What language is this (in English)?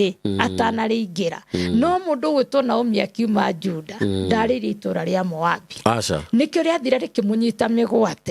Kikuyu